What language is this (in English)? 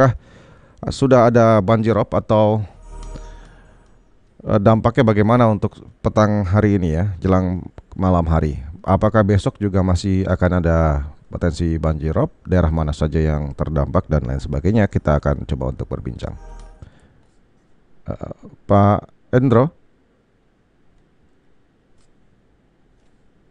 Indonesian